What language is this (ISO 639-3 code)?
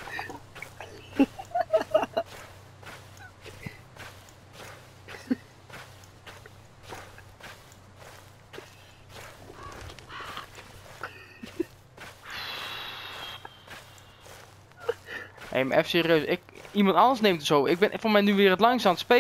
nld